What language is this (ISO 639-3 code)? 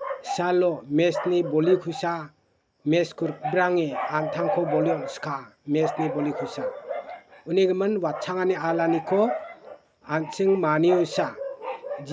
grt